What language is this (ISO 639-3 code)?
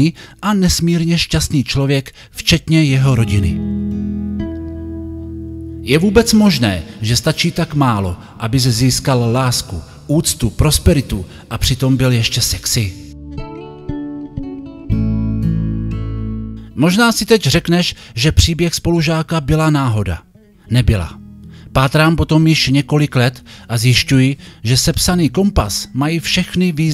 ces